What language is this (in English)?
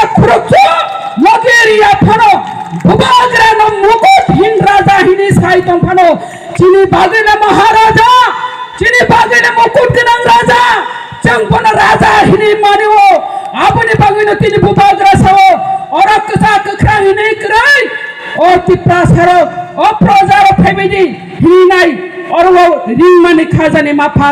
Kok Borok